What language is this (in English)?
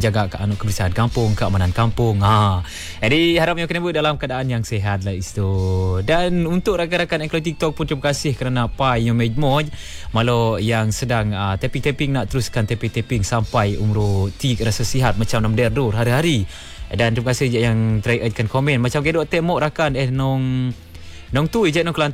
Malay